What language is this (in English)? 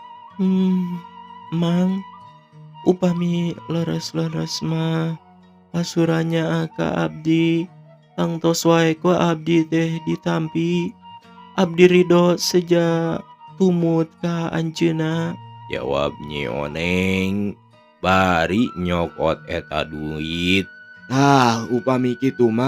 Sundanese